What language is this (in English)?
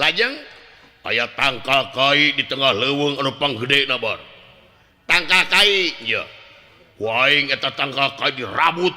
Sundanese